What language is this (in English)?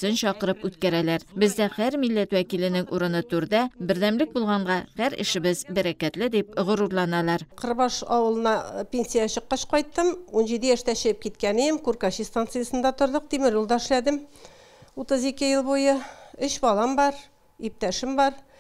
Tatar